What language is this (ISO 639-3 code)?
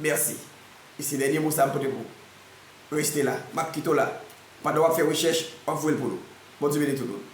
hat